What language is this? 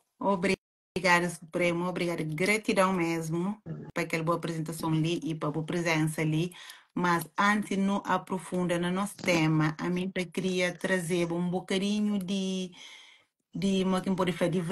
Kabuverdianu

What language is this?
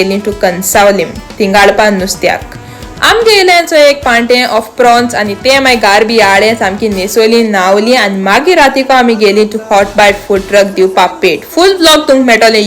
Konkani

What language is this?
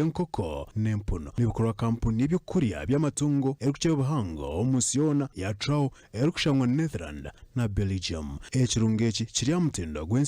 Nyankole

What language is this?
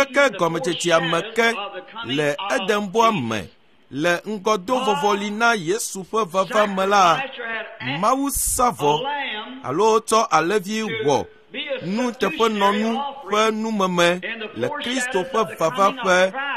Ewe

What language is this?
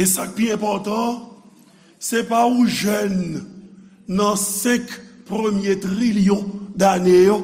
Haitian Creole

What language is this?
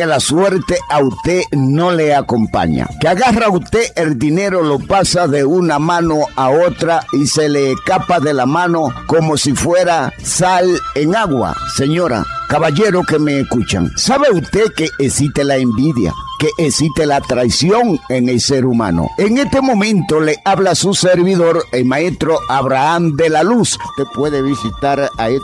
Spanish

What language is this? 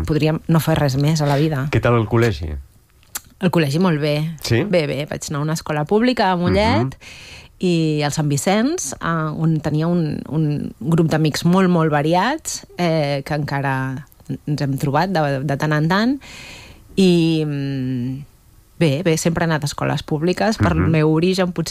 Catalan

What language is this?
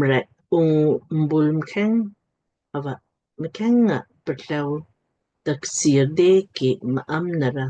Lamkang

